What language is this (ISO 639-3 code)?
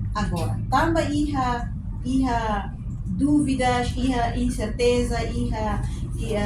tet